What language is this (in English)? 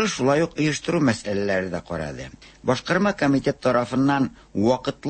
Tatar